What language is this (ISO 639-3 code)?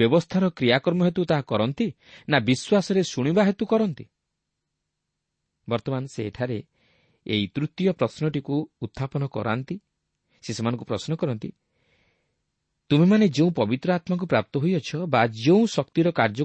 ori